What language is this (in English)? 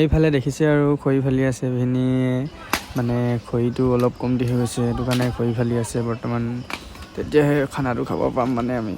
Assamese